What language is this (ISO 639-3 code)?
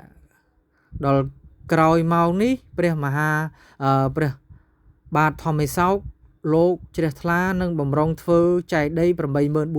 khm